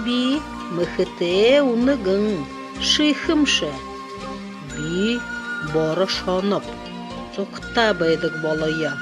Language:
Buriat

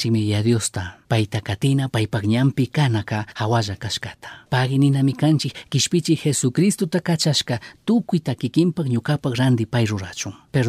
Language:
Chimborazo Highland Quichua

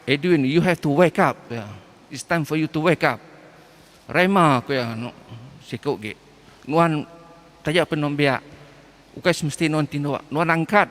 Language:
Iban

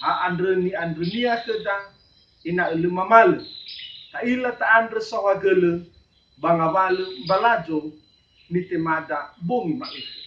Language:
Nias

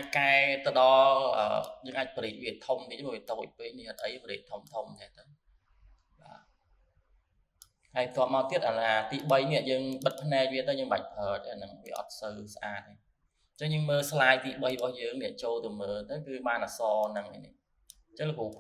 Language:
Khmer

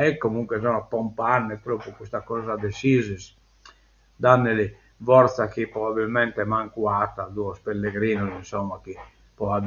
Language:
Sardinian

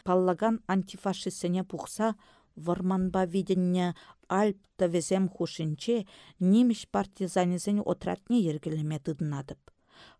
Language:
Chuvash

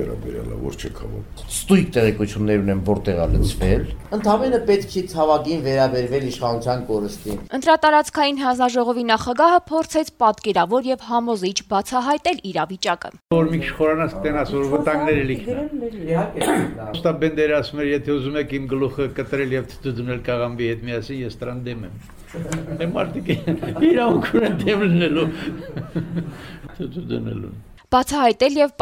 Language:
Armenian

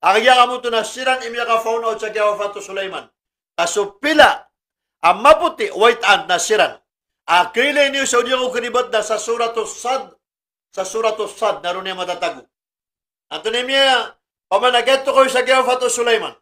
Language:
Maranao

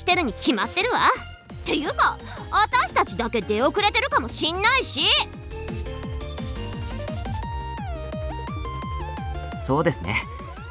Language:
Japanese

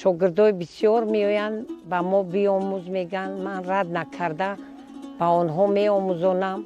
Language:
Tajik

